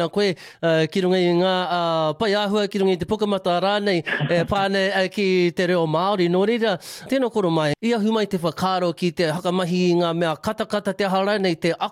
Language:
Māori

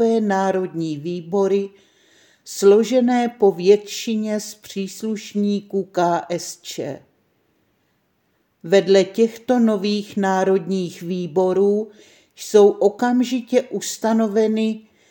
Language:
Czech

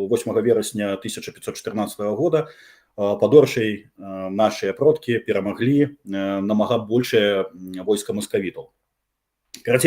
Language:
Belarusian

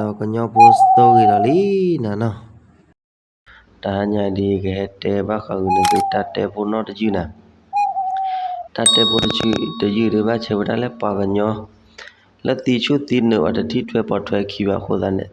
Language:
S'gaw Karen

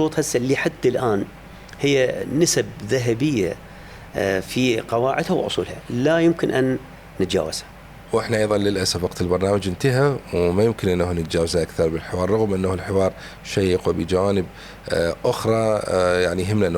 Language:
Mesopotamian Arabic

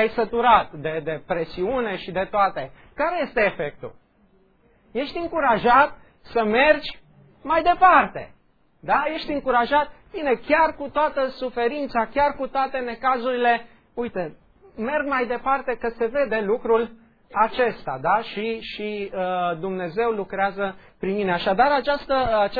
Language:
Romanian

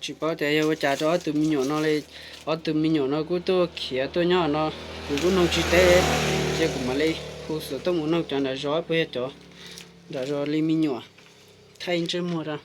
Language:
Hmong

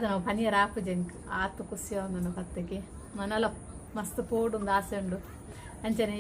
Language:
Tulu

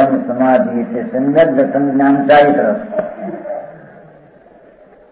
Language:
Gujarati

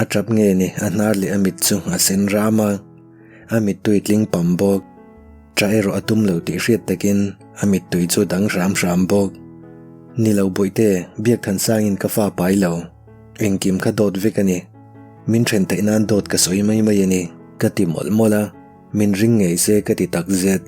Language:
Mizo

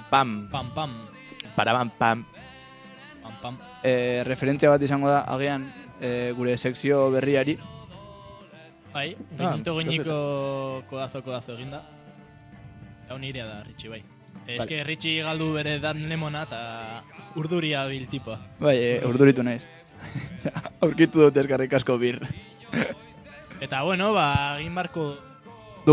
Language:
Basque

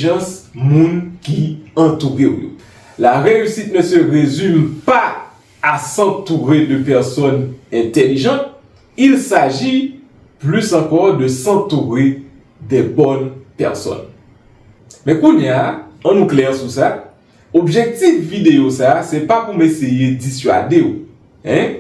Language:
Haitian Creole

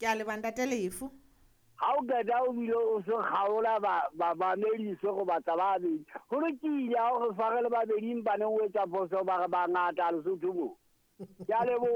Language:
Southern Sotho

